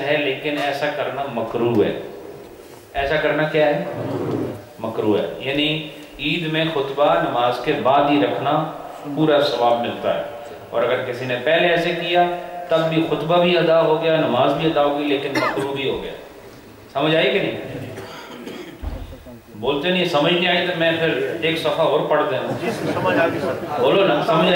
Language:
Urdu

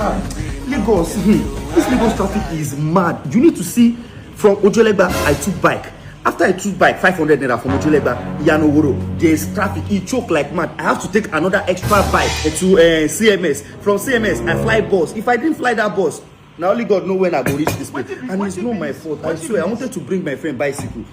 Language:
Nigerian Pidgin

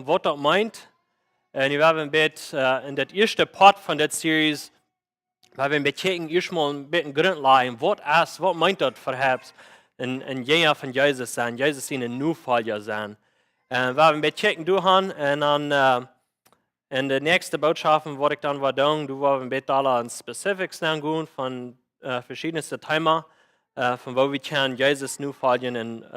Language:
Plautdietsch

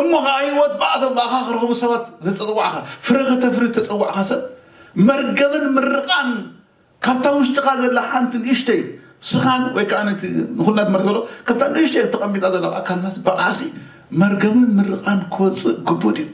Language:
Tigrinya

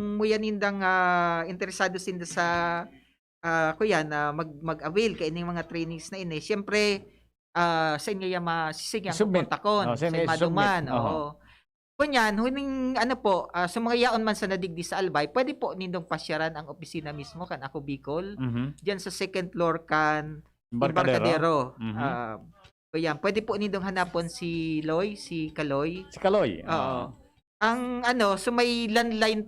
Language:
Bikol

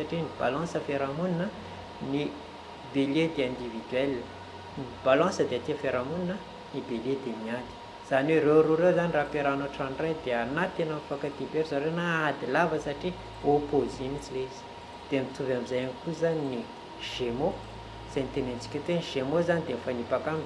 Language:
Malagasy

